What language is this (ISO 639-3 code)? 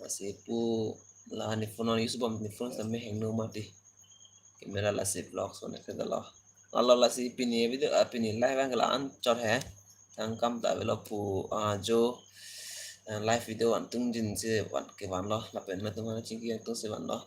mjw